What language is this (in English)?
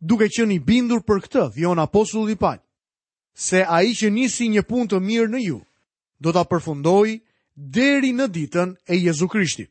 Albanian